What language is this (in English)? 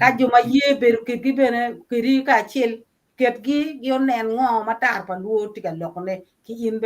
Acoli